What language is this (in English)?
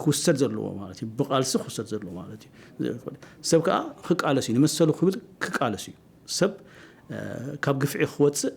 Tigrinya